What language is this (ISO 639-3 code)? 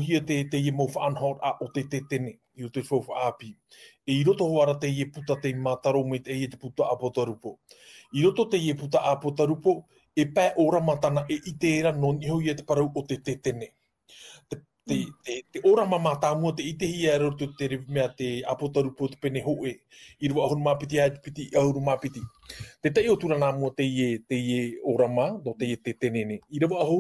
tah